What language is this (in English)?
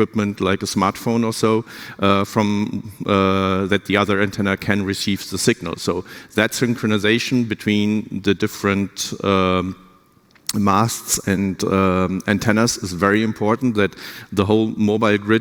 English